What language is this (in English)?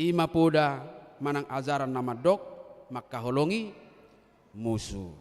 Batak Toba